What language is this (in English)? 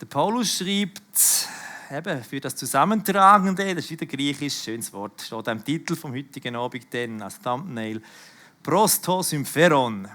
Swiss German